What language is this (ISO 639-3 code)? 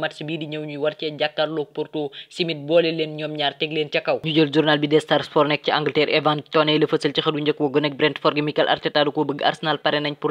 wol